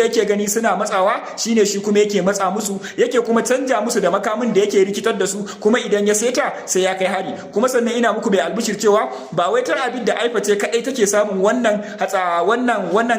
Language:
Hausa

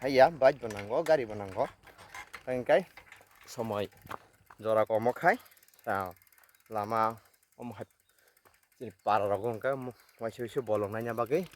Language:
Kok Borok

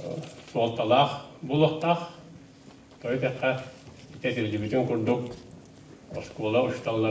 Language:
Yakut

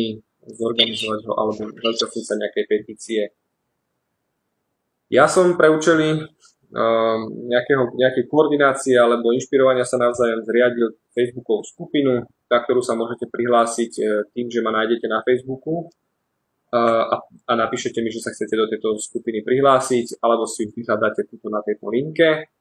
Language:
Slovak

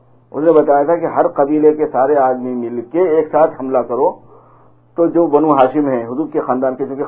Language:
Urdu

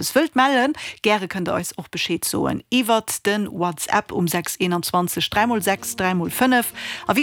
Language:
Luxembourgish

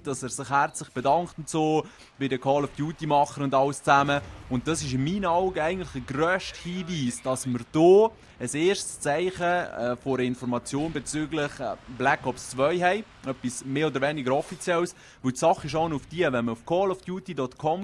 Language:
Swiss German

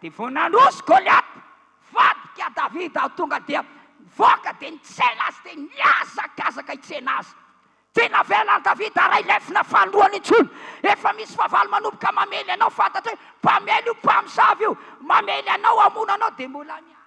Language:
Malagasy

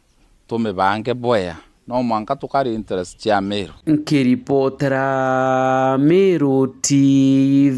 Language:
Meru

